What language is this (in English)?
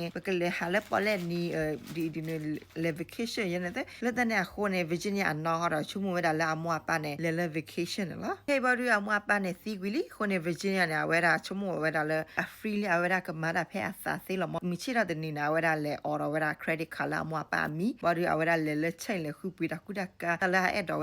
S'gaw Karen